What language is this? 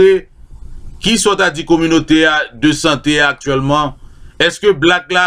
Haitian Creole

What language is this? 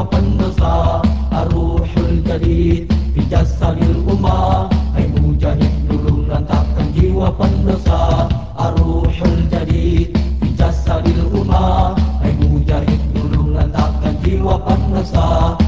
Malay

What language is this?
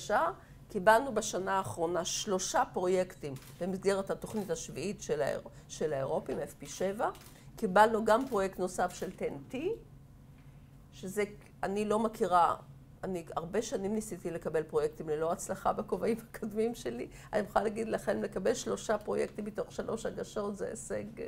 Hebrew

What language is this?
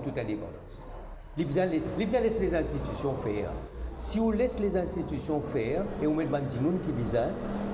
Morisyen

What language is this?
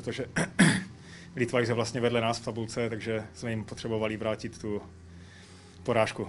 Czech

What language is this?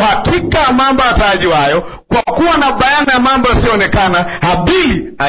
Swahili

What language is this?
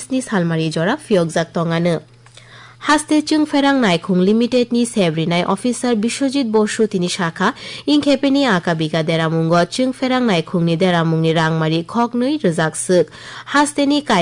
Kok Borok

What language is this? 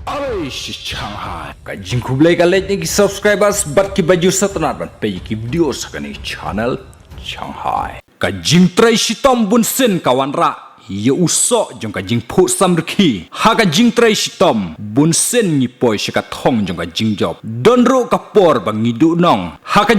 Khasi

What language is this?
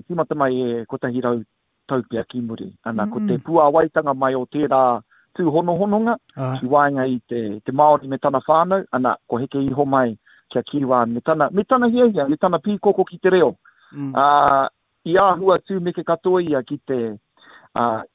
Māori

